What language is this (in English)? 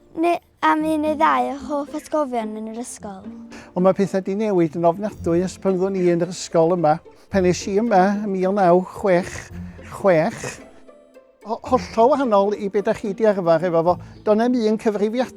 Welsh